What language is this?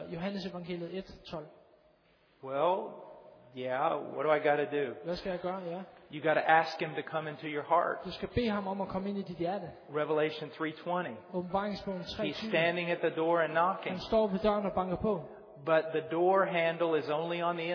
Danish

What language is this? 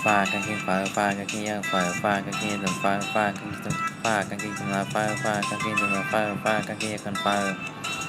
Shan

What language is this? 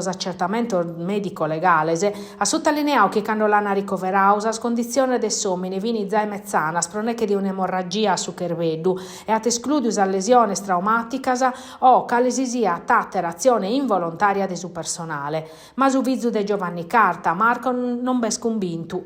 Sardinian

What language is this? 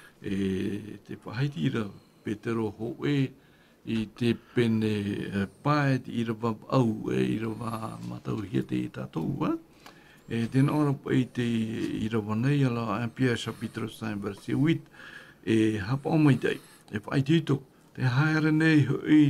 Tahitian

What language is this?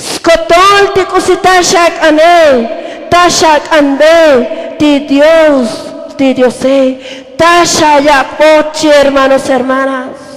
Tzotzil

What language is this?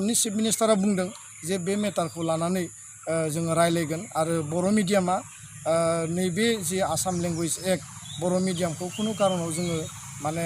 Bodo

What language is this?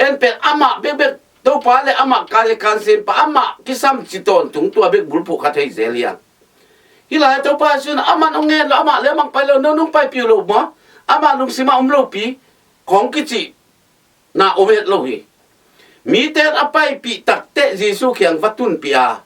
Tedim Chin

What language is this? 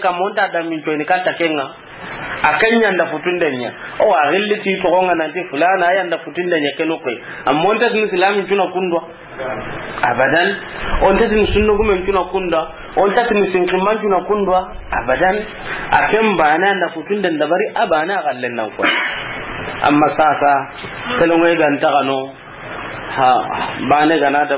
Soninke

